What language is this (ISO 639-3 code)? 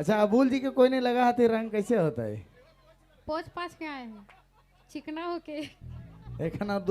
sck